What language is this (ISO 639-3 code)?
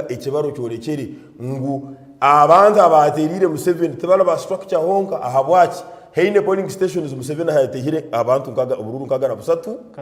nyn